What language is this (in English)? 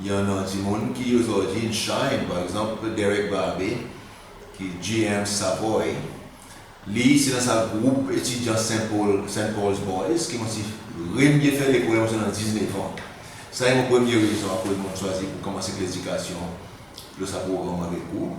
Seselwa Creole French